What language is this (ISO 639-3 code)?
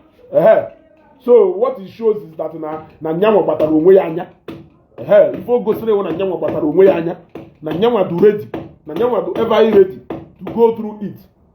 ibo